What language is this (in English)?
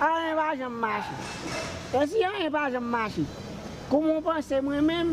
Haitian Creole